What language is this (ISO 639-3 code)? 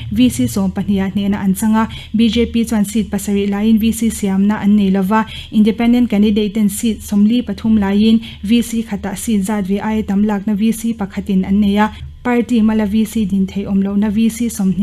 lus